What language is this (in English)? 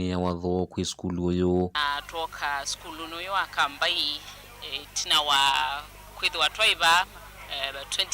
Kamba